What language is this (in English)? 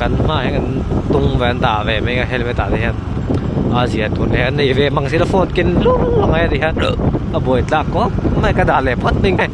Mizo